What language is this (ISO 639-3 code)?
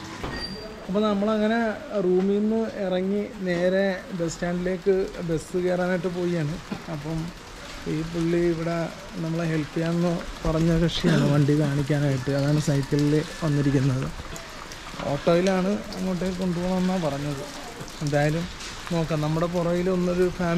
mal